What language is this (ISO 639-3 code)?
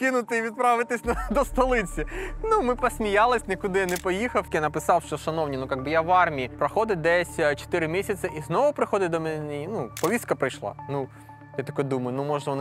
ukr